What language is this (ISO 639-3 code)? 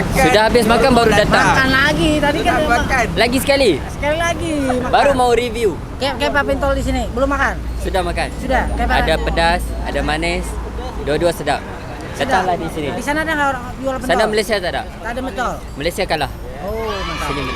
bjn